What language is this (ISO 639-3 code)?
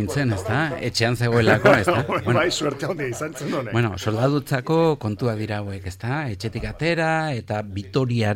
eus